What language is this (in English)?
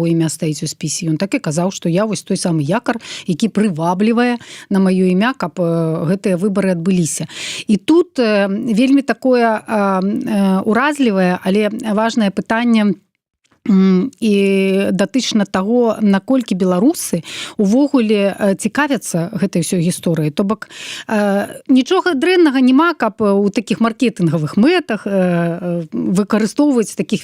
Belarusian